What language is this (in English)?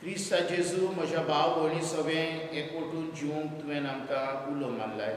Konkani